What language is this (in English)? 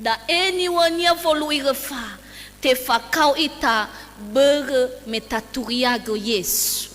Nias